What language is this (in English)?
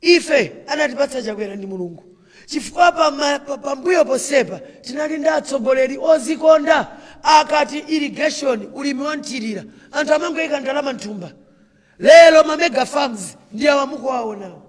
Nyanja